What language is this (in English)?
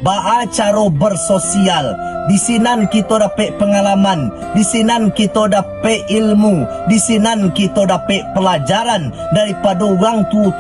Minangkabau